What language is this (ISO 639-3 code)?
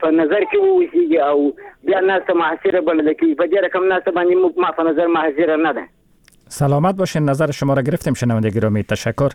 fas